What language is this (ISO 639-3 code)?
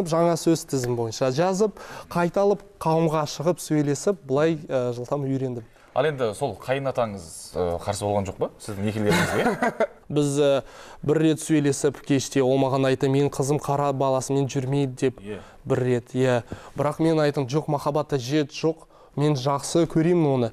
kaz